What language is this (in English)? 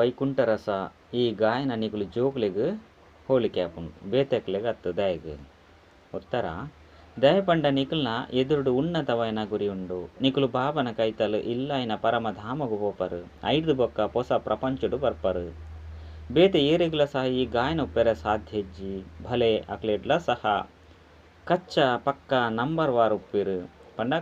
Tulu